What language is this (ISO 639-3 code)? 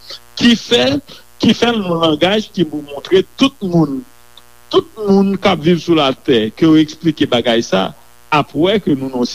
hat